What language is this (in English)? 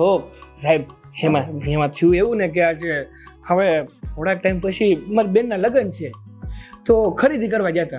Gujarati